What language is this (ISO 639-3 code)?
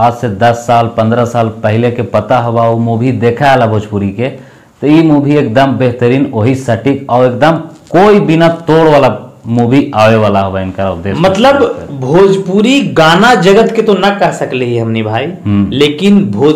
bho